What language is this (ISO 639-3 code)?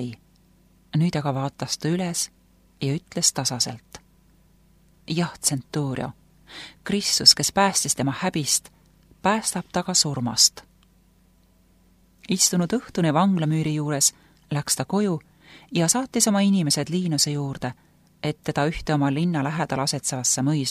est